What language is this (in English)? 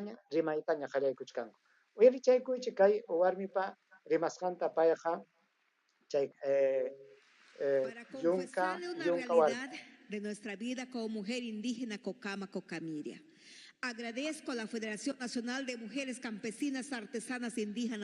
Ayacucho Quechua